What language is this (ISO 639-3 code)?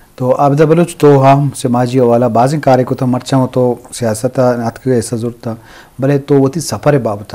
bgp